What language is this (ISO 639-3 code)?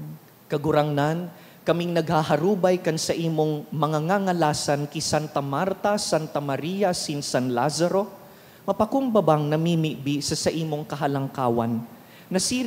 bik